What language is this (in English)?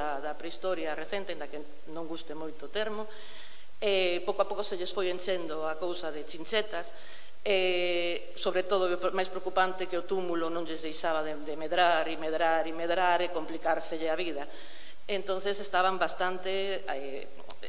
Galician